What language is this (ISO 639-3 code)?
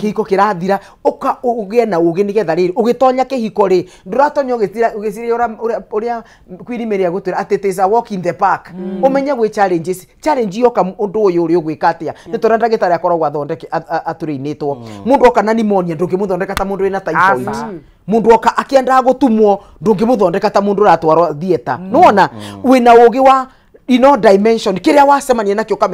kik